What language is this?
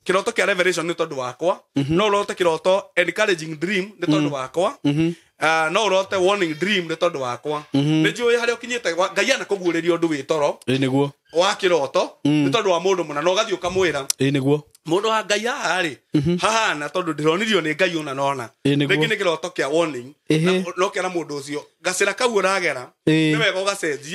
Kikuyu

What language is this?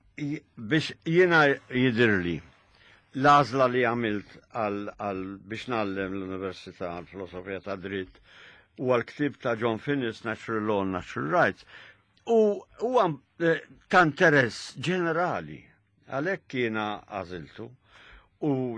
Maltese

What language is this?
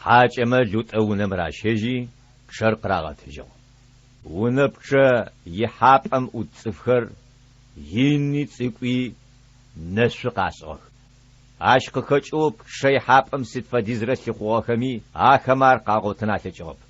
Adyghe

